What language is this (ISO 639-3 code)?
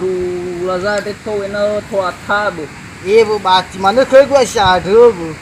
nia